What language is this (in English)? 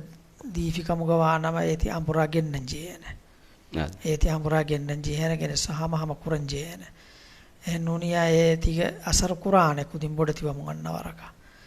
Divehi